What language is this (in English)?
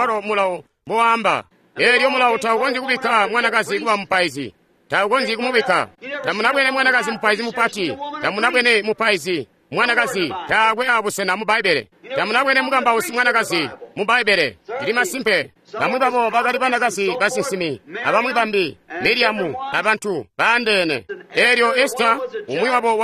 Tonga (Zambia)